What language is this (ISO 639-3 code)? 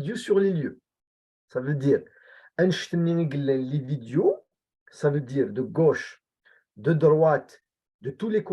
kab